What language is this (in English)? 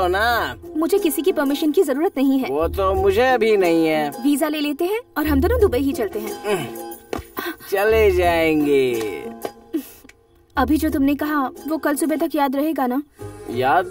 Hindi